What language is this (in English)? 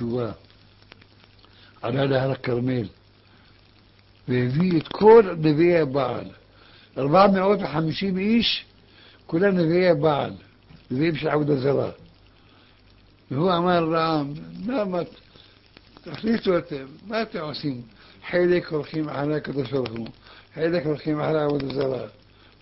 Hebrew